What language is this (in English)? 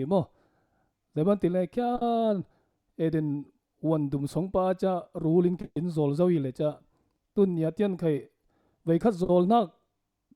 Falam Chin